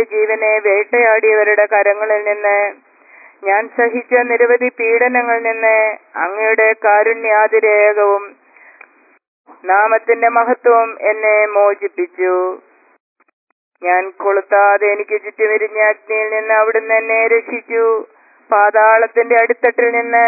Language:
Malayalam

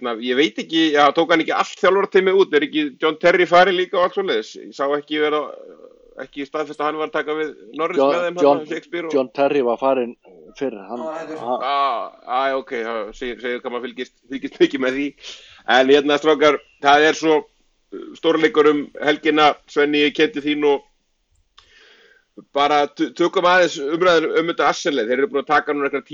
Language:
Icelandic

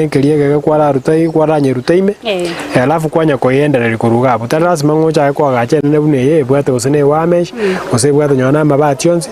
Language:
Gusii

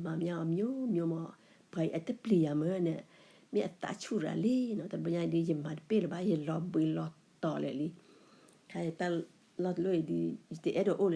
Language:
S'gaw Karen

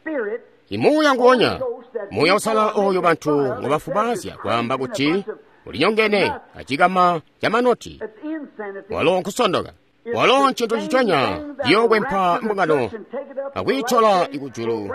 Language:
Tonga (Zambia)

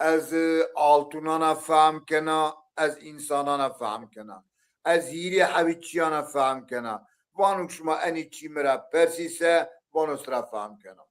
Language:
Zaza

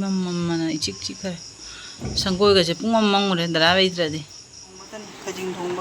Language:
Manipuri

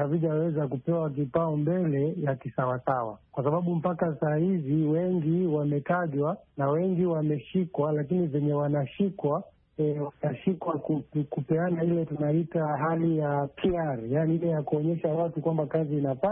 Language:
Swahili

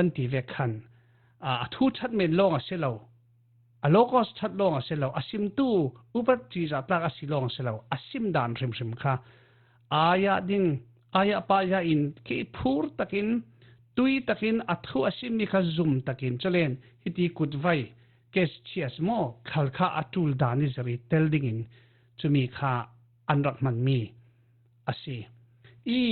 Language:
Falam Chin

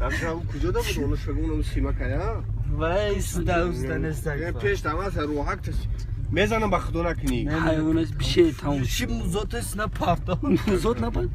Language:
Tajik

